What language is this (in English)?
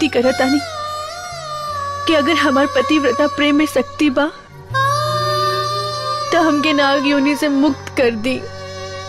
Bhojpuri